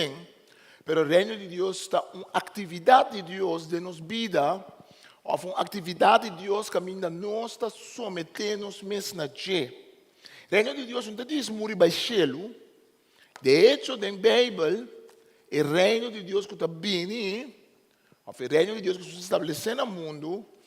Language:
Papiamento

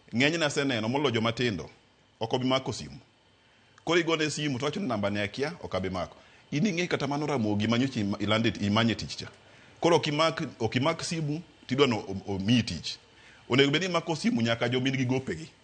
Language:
Luo (Kenya and Tanzania)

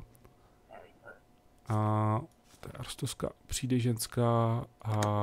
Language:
Czech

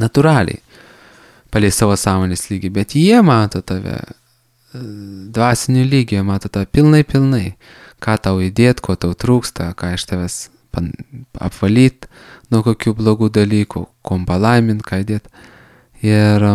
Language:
Lithuanian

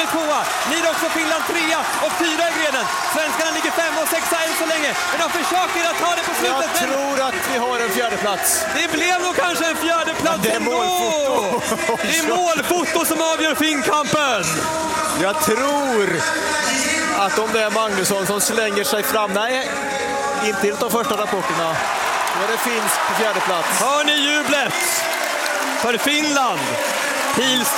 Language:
Swedish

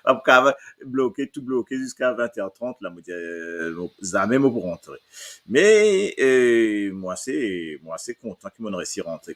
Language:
Morisyen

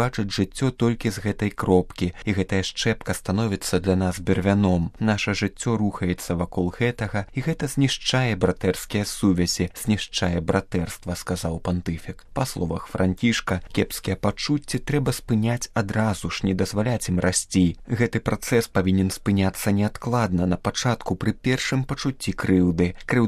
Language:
Belarusian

